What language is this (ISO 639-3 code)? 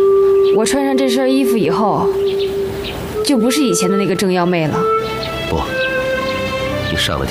zho